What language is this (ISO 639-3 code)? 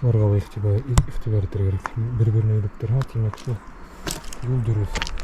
bak